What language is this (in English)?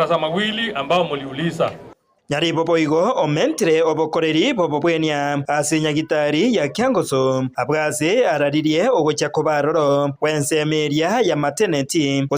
Gusii